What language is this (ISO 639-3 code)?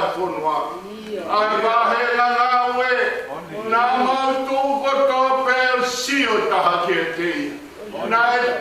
ton